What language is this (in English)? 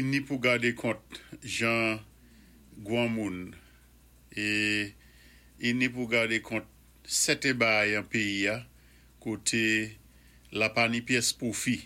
Saint Lucian Creole French